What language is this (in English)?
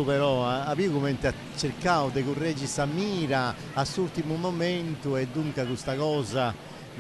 Sardinian